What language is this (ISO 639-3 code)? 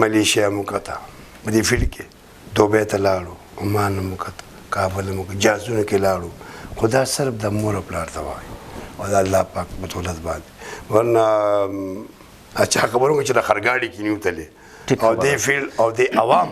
pus